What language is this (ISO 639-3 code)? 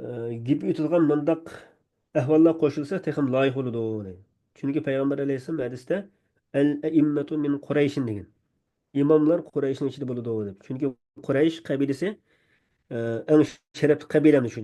uig